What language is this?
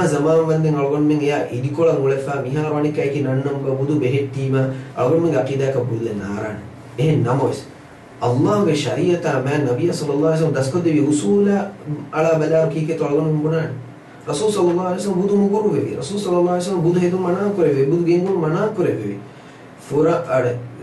Divehi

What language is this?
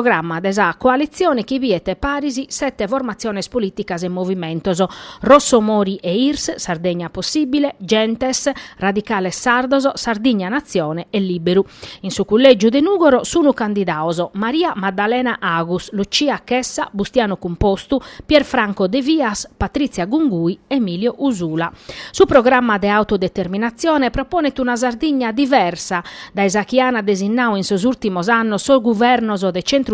Sardinian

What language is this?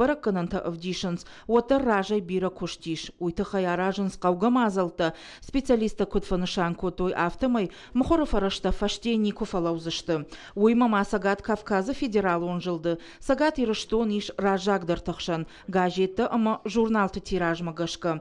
Ossetic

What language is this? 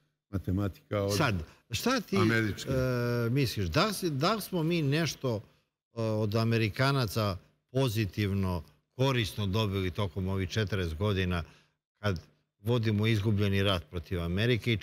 Serbian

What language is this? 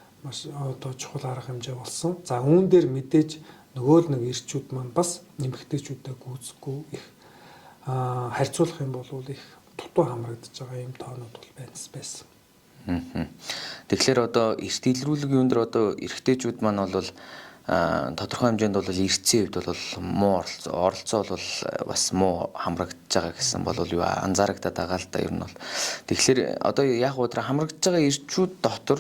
Mongolian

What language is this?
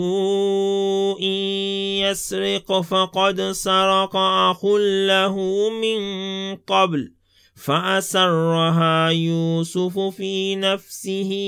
Arabic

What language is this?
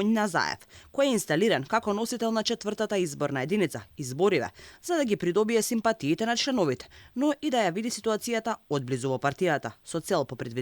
Macedonian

